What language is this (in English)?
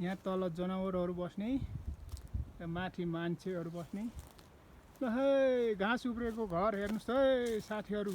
Nepali